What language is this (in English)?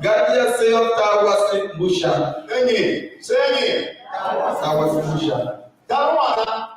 Tiv